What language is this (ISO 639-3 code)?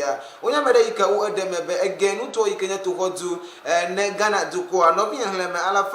ewe